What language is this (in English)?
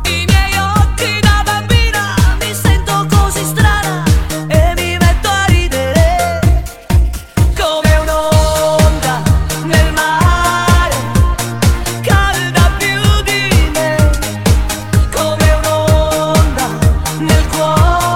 Italian